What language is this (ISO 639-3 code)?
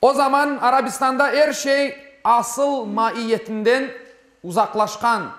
crh